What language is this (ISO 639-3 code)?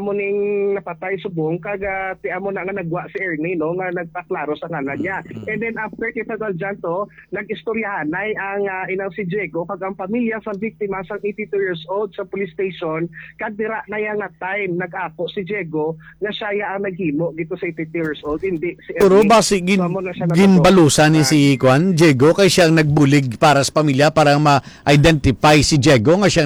hil